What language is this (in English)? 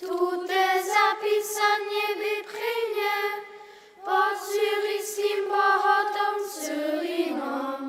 Upper Sorbian